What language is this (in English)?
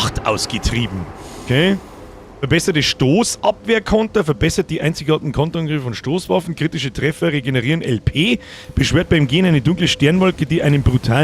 Bavarian